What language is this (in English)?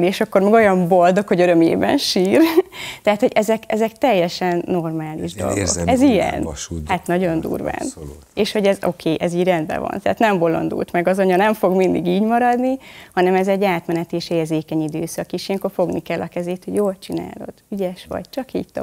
Hungarian